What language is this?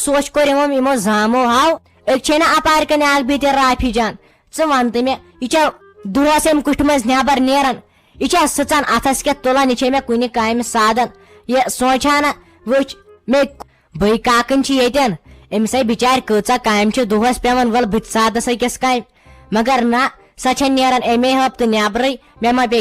Kashmiri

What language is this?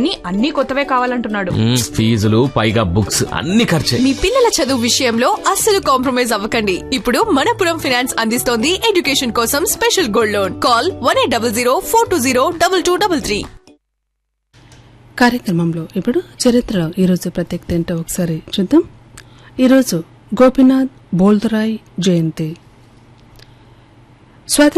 Telugu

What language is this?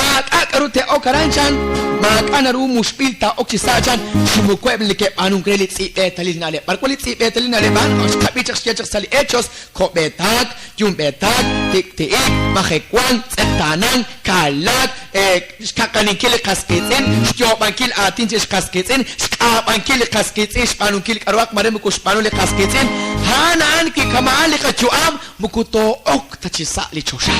Kekchí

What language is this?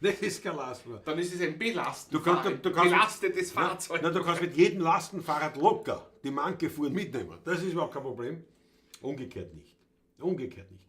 Bavarian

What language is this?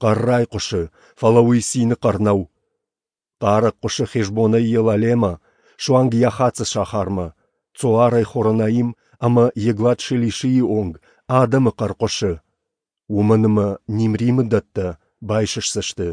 Ossetic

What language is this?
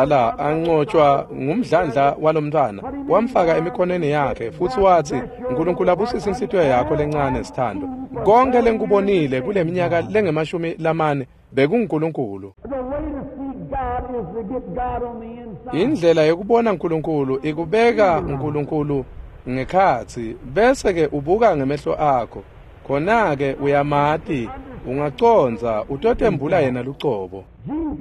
Swati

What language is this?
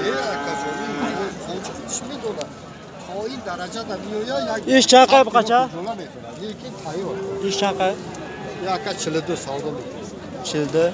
Tajik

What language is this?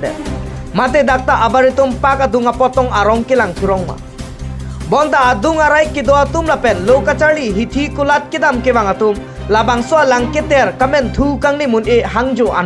Karbi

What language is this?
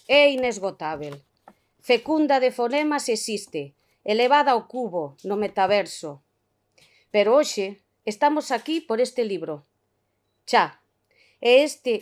Galician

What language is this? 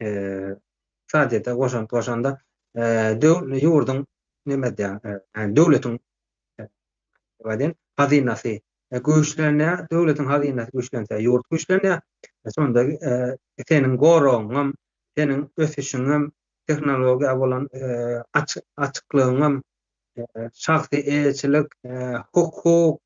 Turkmen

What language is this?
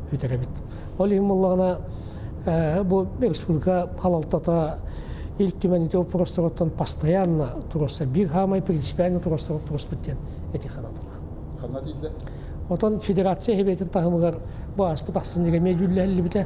Yakut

